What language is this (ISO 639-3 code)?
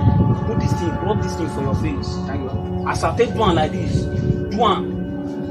pcm